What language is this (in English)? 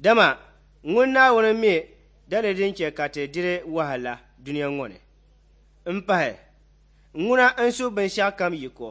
Dagbani